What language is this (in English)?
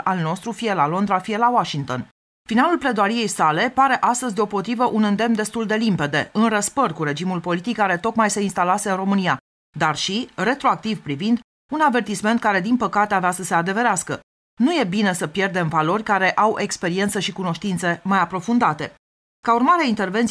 Romanian